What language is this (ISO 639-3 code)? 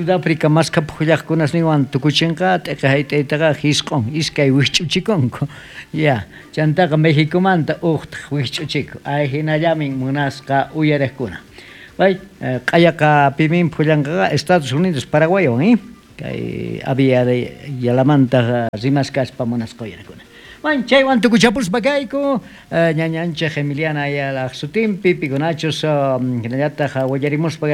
quh